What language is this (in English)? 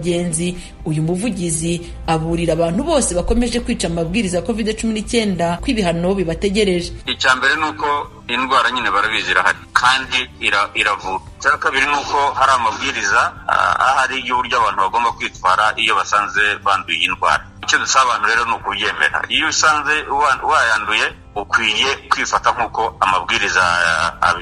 Kinyarwanda